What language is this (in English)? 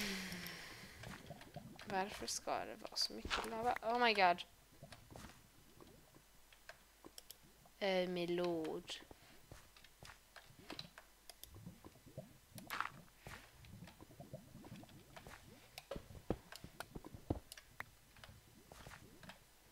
Swedish